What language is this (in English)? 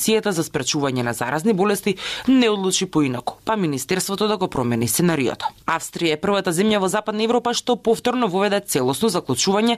Macedonian